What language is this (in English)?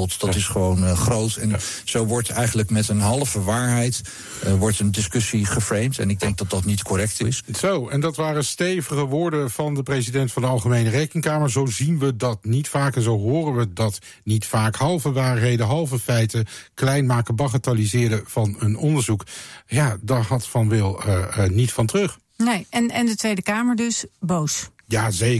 Dutch